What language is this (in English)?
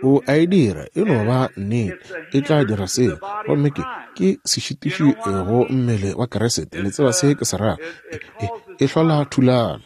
Northern Sotho